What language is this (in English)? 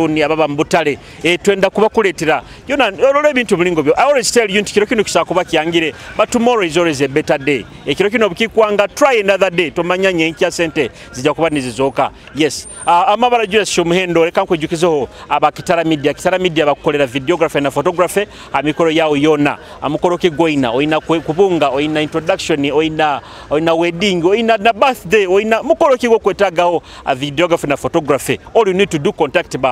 Nyoro